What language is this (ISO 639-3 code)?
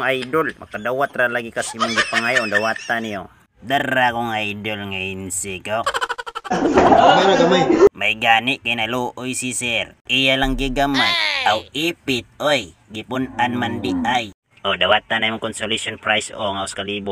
ceb